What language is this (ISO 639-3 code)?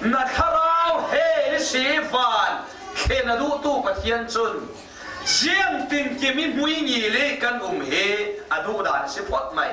cfm